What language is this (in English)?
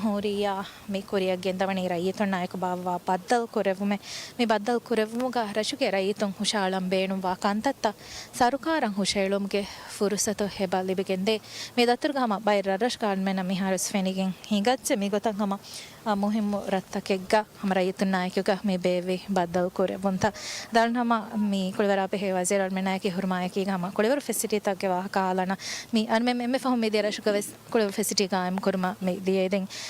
Divehi